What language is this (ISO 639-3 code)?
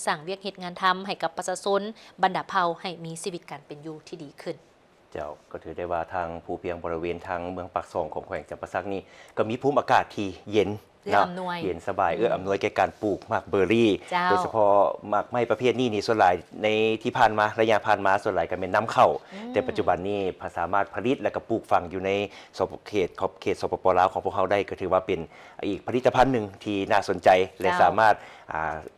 lao